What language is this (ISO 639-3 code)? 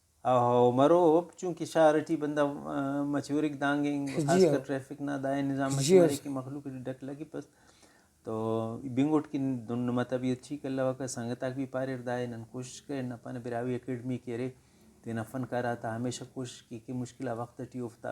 brh